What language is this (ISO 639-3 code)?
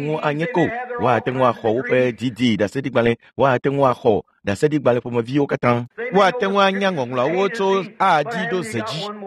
ewe